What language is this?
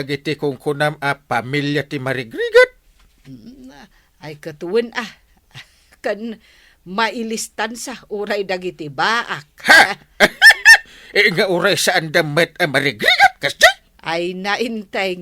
Iloko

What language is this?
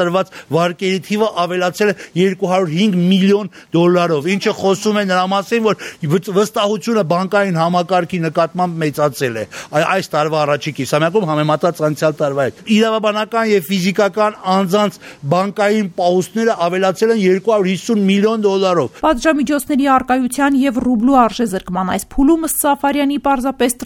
Armenian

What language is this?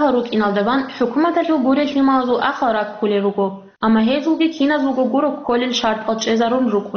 Avaric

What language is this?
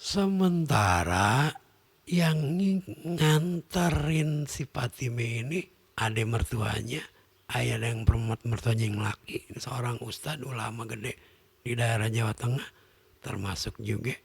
Betawi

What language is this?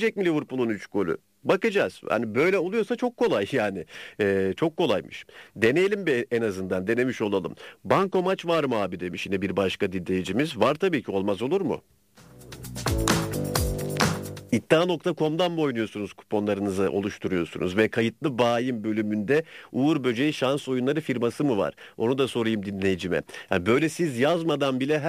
Turkish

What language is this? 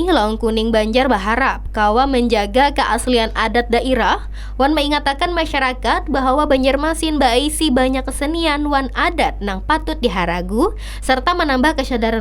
Banjar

